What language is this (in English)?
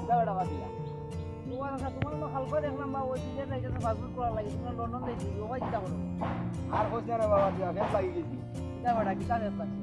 Sylheti